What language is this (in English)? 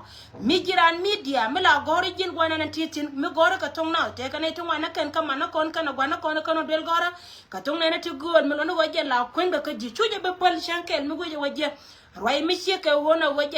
Nuer